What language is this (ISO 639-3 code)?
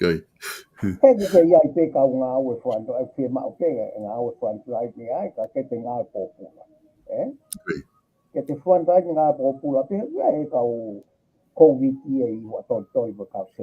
ton